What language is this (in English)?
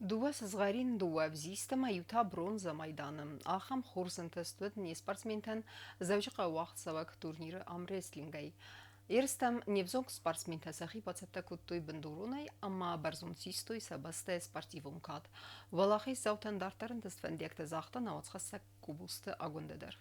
Ossetic